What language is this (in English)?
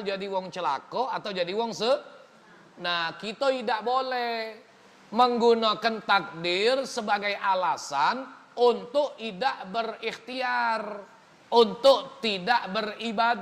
Musi